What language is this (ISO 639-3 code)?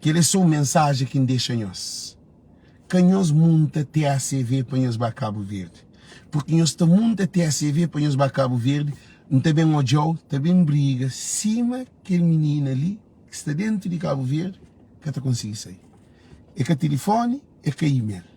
kea